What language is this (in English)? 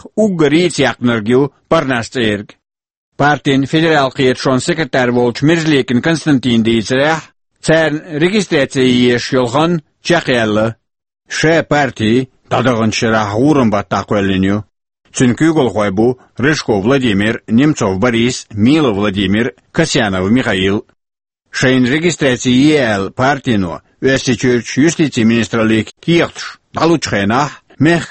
Chechen